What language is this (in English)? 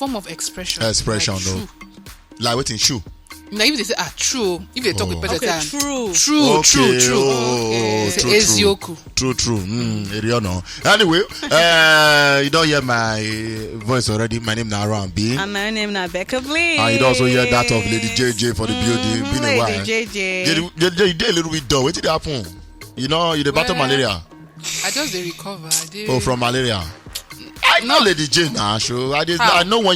Nigerian Pidgin